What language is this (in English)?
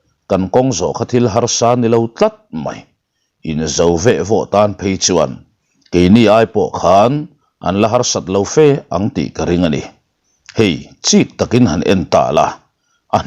Mizo